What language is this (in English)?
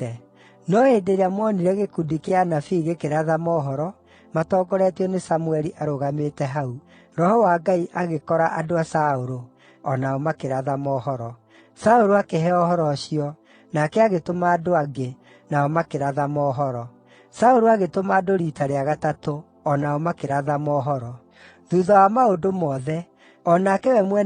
Kikuyu